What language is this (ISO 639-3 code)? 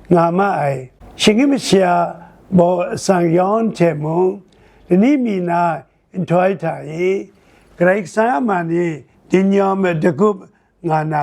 kac